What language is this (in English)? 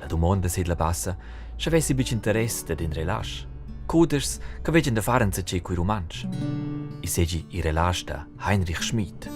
Romansh